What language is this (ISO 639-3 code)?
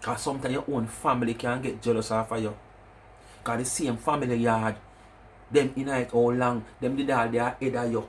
jam